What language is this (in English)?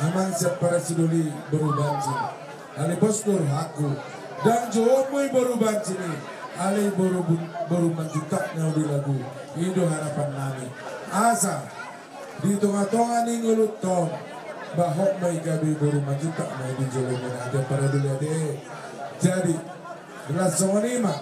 Batak Toba